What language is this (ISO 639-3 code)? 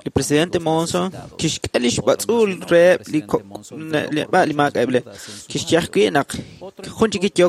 kek